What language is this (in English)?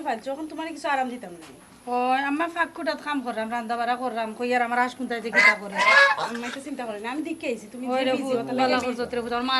Sylheti